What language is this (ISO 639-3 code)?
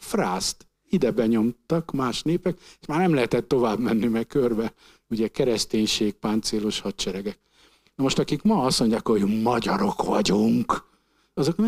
hun